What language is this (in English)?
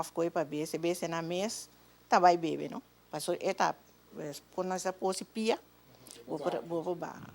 Papiamento